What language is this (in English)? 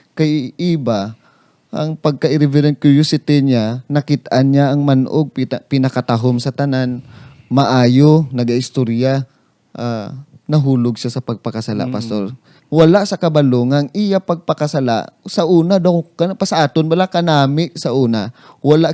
Hiligaynon